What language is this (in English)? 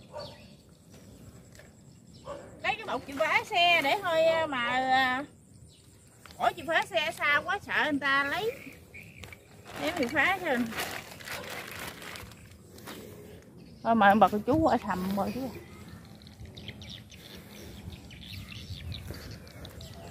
Vietnamese